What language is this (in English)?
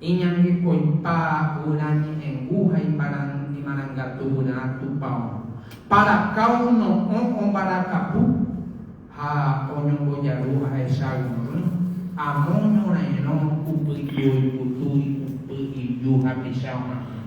Guarani